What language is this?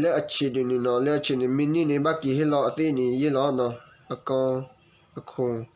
S'gaw Karen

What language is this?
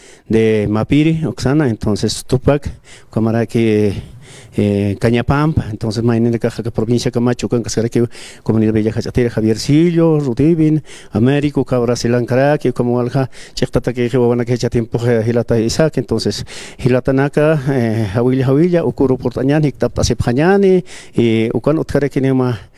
Aymara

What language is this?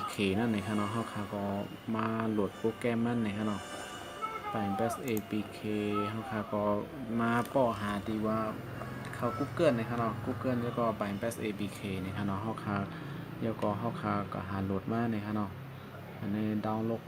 Shan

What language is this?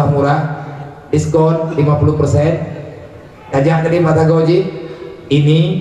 Achinese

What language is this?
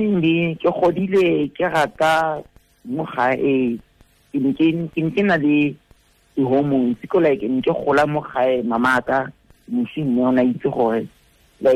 Tswana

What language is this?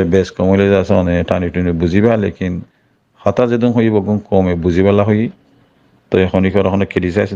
Rohingya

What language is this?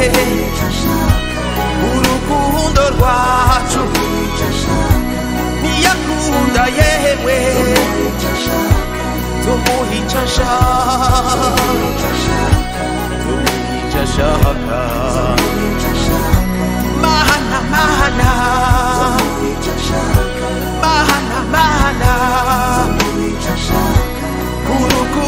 Rundi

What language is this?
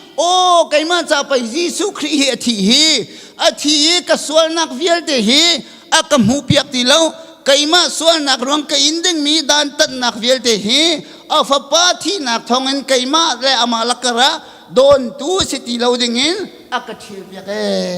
Hakha Chin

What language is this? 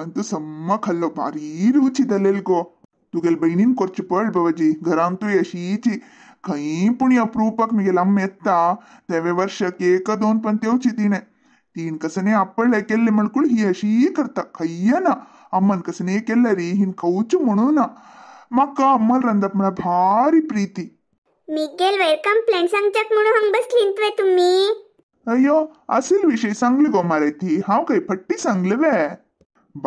Konkani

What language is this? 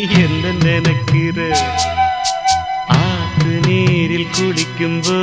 Tamil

